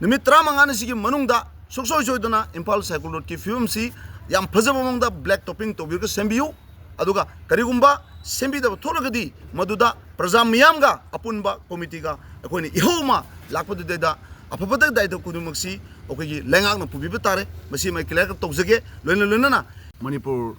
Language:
Manipuri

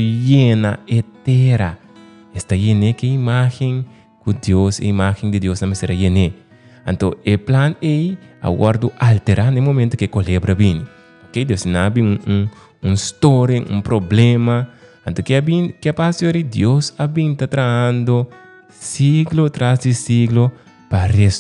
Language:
Papiamento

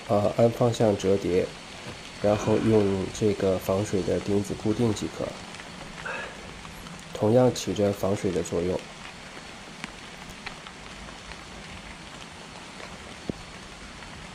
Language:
Chinese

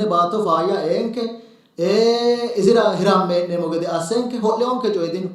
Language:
Sidamo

